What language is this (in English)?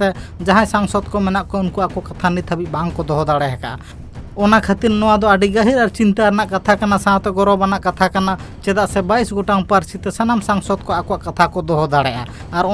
Santali